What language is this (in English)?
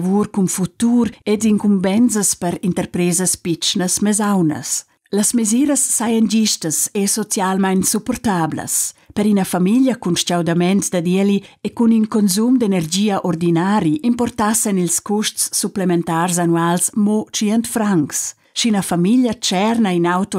Romansh